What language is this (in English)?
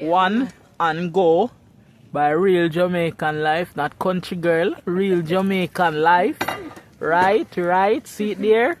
Jamaican Creole English